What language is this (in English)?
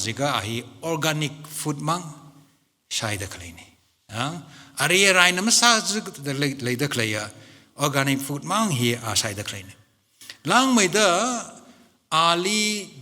Tangkhul Naga (India)